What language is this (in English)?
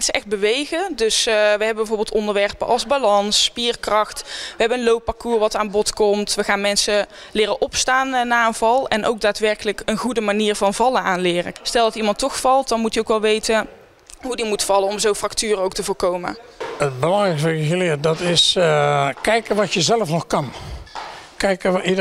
Dutch